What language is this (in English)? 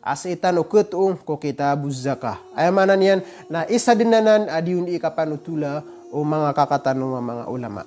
Maranao